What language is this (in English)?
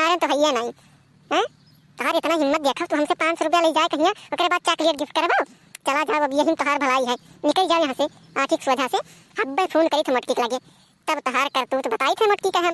Awadhi